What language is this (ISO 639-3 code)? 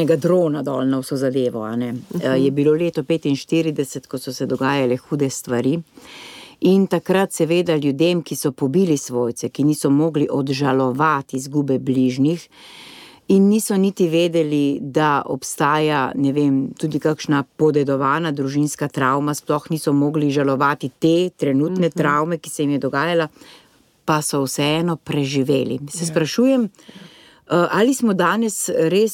slv